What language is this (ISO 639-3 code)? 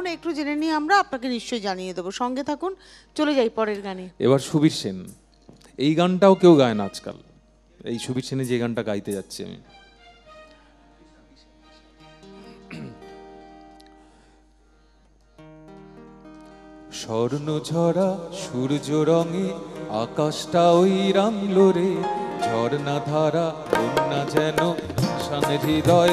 ben